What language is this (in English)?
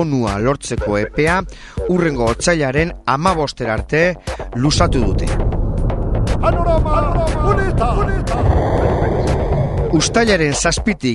Basque